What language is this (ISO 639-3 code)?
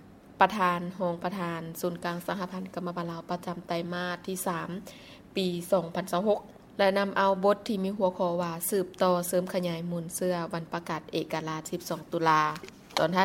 lao